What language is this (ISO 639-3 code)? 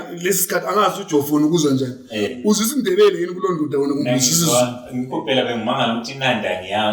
zul